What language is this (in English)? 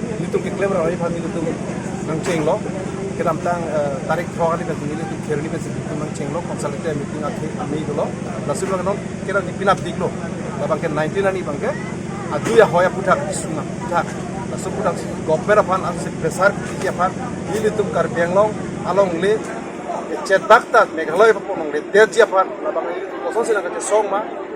Karbi